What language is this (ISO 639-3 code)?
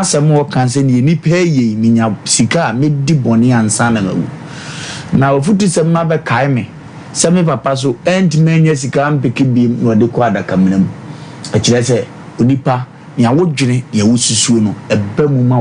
aka